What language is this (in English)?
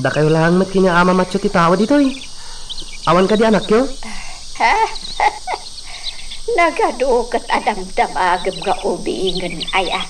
Iloko